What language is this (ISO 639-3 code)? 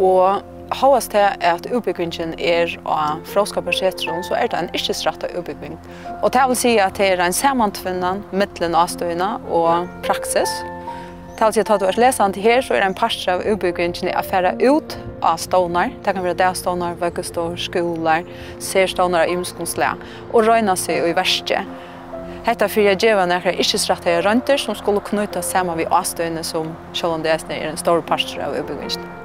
fao